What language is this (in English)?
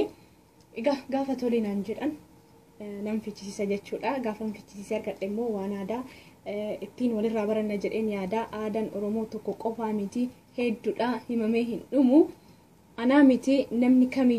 Oromo